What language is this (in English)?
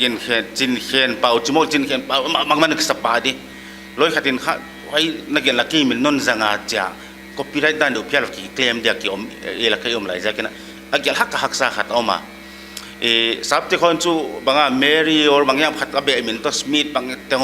Paite Chin